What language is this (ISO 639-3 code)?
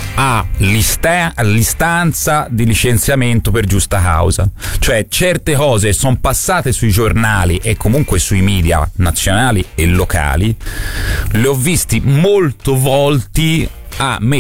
ita